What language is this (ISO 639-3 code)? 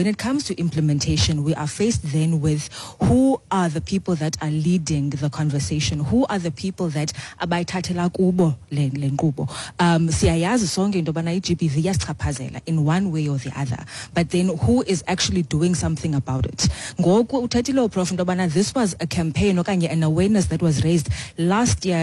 xho